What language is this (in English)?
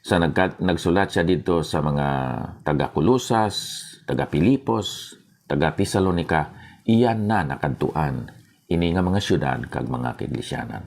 Hiligaynon